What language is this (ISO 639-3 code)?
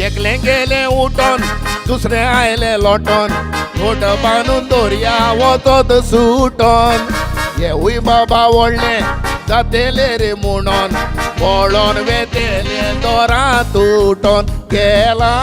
kok